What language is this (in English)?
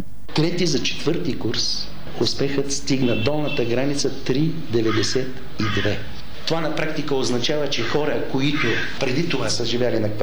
Bulgarian